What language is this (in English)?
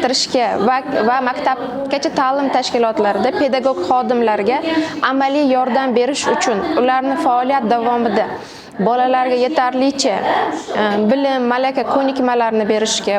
Uzbek